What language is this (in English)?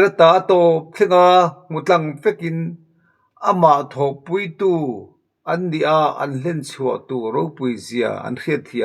Mizo